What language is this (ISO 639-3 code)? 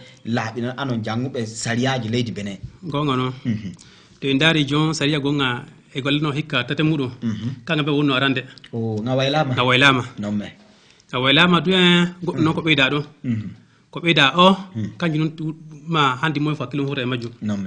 ful